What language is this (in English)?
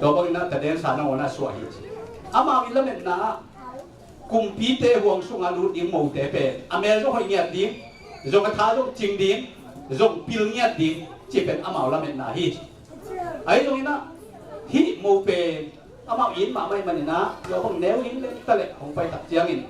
Tedim Chin